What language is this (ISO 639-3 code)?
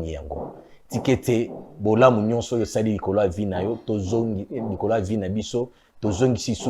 lin